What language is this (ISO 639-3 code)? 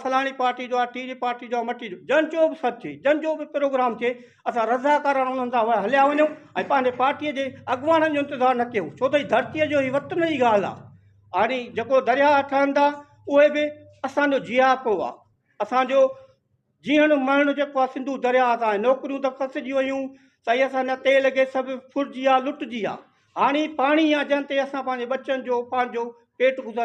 snd